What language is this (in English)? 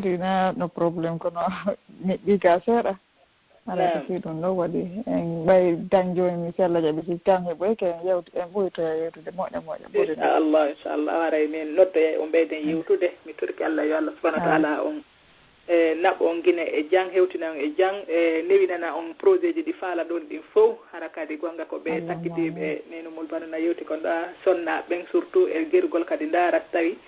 Fula